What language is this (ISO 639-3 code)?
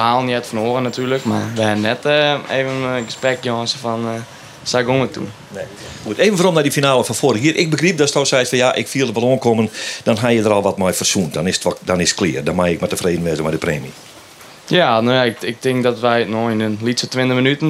fry